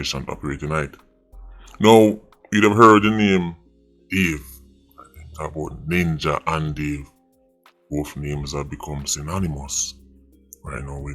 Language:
Jamaican Creole English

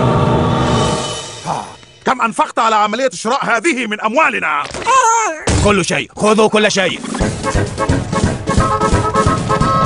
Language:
Arabic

